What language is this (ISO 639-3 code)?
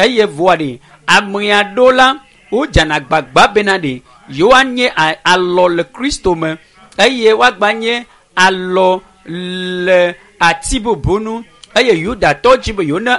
ewe